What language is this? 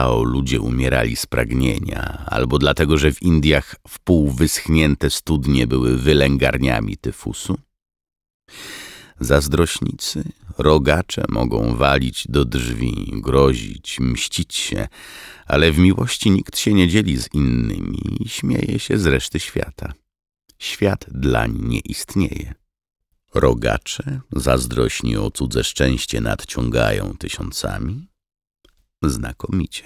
Polish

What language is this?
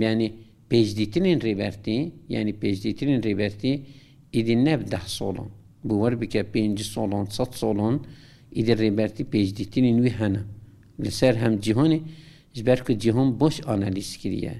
Kurdish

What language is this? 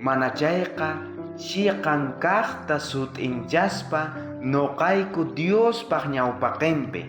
South Bolivian Quechua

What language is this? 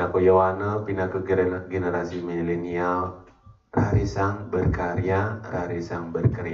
Balinese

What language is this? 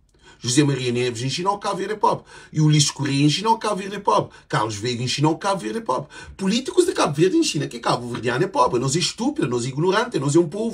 Kabuverdianu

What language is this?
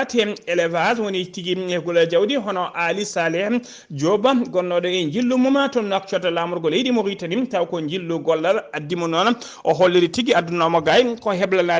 Fula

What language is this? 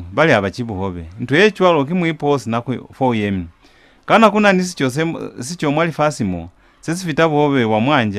Lozi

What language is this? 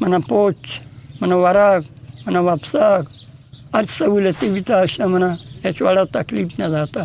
Eastern Balochi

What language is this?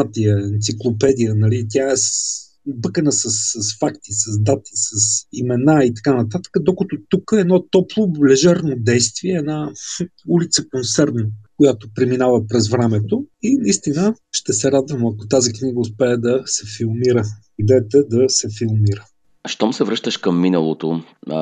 Bulgarian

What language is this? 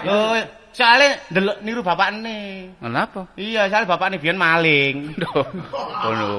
Javanese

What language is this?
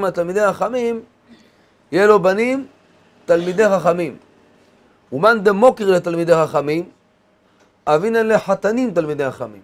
Hebrew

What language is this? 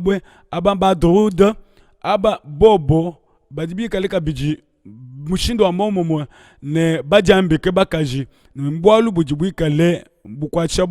Luba-Lulua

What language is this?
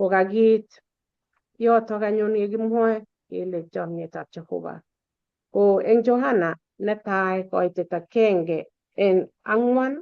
Kalenjin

